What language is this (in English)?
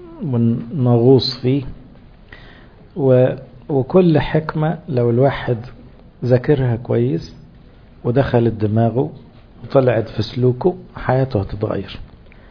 Egyptian Arabic